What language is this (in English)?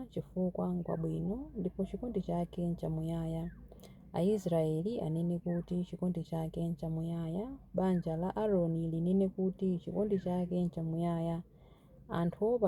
Nyanja